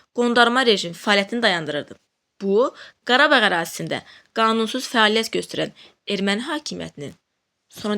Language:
Azerbaijani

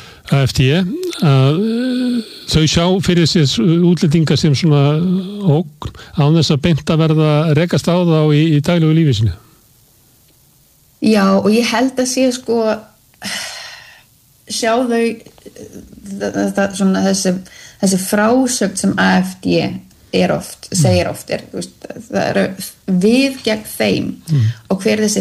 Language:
Icelandic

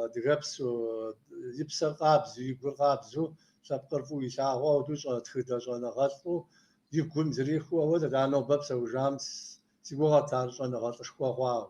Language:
Kabardian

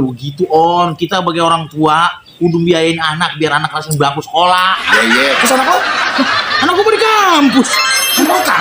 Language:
Betawi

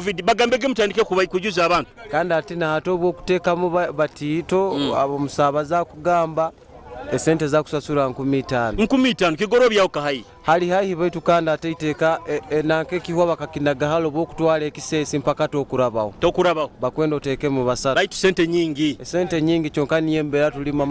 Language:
Nyoro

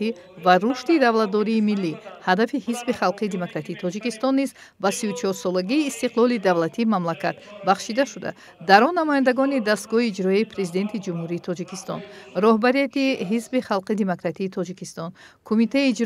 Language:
Tajik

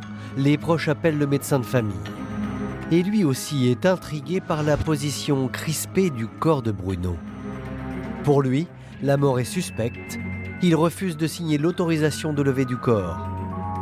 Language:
French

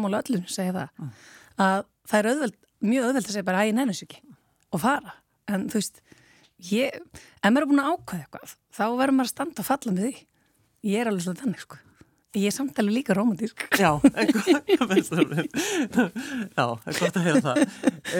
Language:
Icelandic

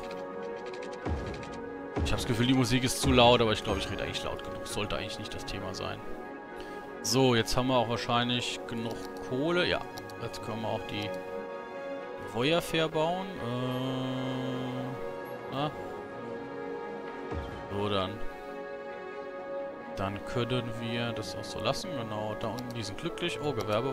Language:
German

